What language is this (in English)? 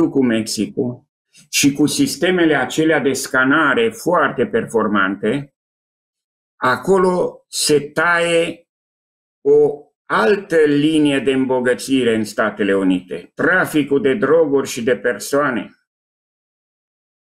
Romanian